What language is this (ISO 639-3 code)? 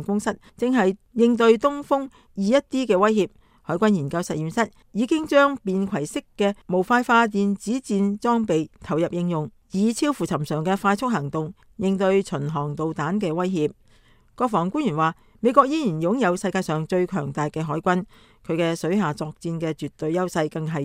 yue